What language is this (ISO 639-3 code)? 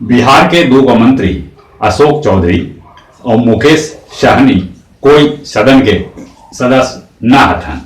mag